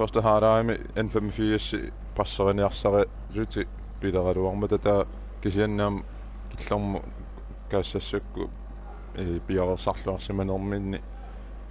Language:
Kalaallisut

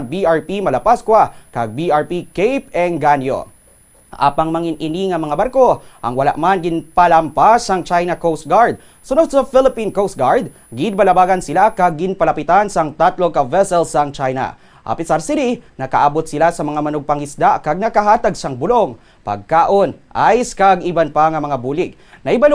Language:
Hiligaynon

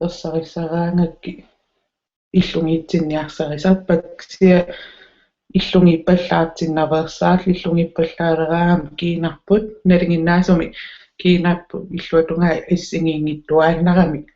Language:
Kalaallisut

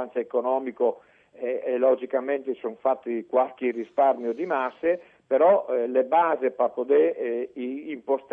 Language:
Friulian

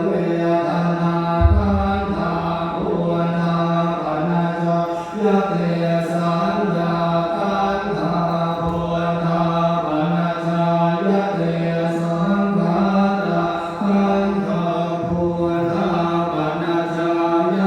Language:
Pali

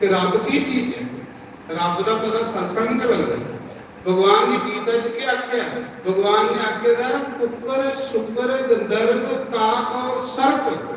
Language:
Dogri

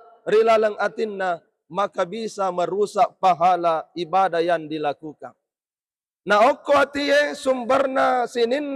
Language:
Buginese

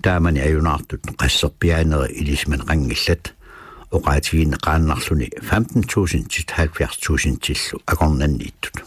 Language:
Kalaallisut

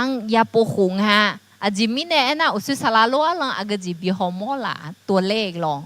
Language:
Akha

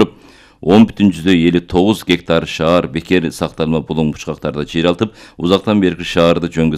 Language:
Kyrgyz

